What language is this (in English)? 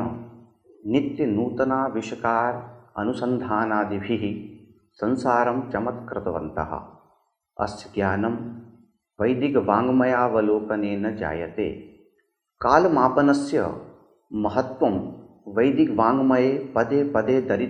Sanskrit